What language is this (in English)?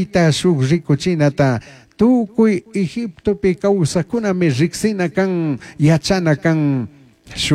Chimborazo Highland Quichua